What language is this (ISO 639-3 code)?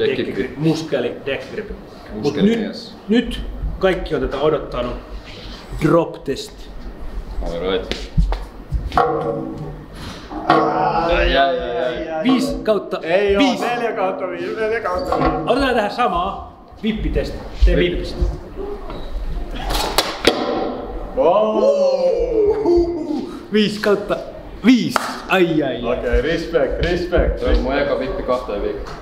fin